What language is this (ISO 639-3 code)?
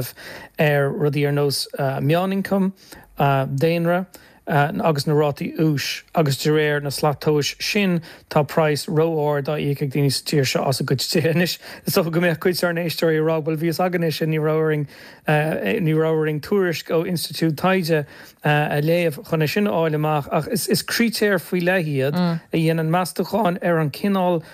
gle